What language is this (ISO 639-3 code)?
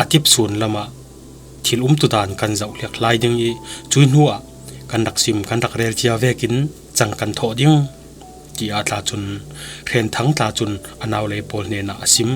cfm